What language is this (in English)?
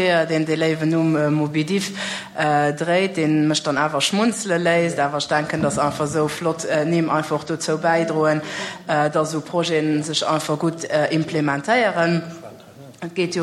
Luxembourgish